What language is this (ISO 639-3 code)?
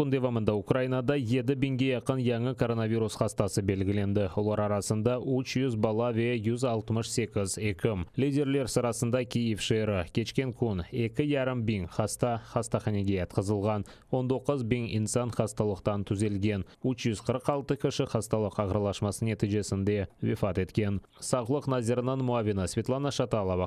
crh